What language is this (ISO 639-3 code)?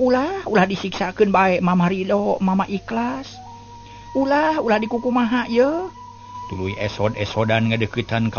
sun